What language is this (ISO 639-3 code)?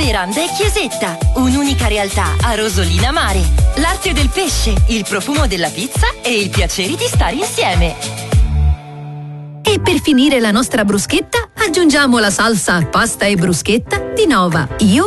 ita